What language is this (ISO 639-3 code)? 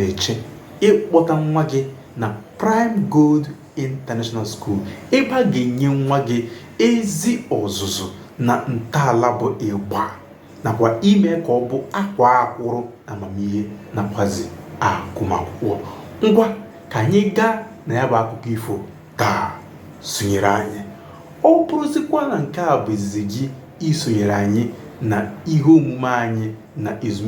ibo